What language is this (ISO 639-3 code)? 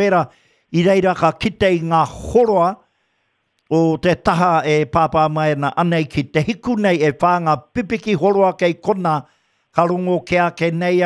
mri